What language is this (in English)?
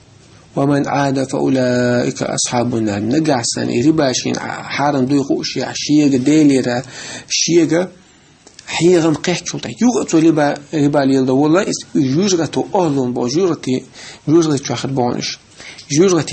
Chechen